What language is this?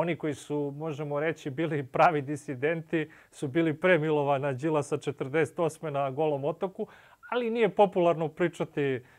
Serbian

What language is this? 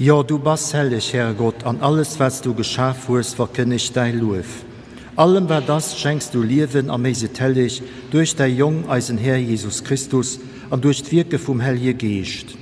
Luxembourgish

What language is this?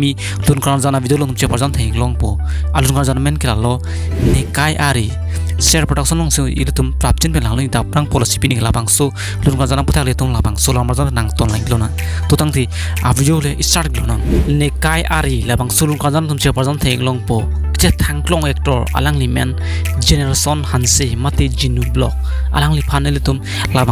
Karbi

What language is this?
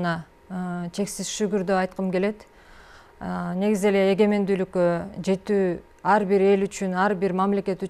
Kyrgyz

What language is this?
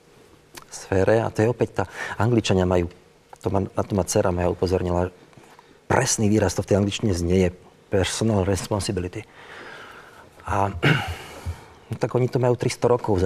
Slovak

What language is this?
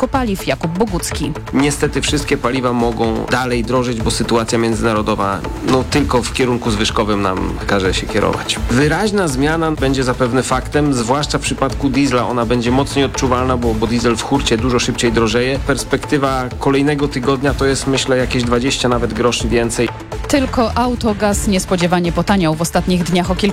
Polish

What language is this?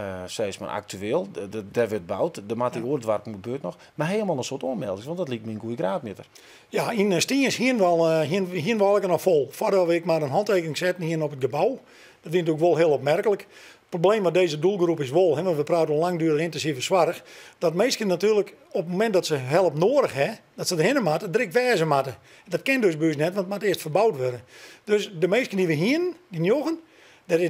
Western Frisian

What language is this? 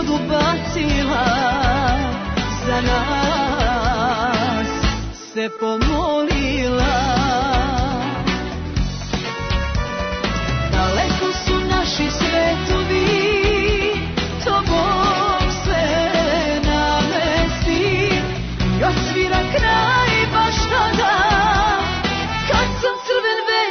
Serbian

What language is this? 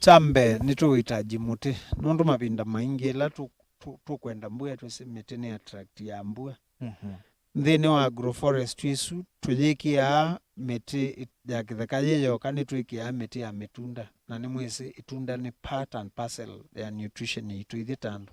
Kamba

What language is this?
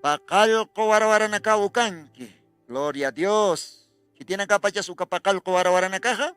Aymara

